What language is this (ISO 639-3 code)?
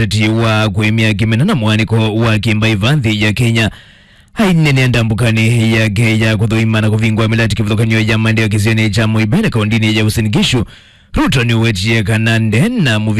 kam